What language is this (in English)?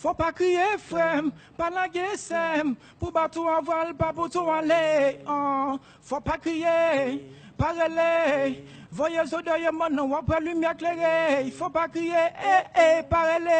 Haitian Creole